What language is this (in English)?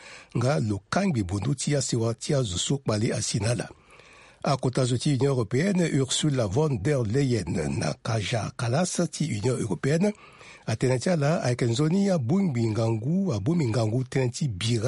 Sango